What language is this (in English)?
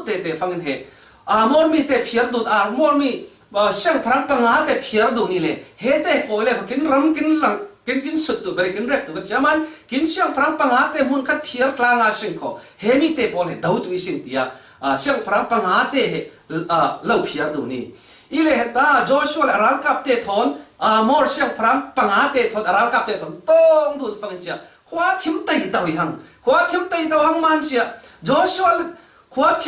Falam Chin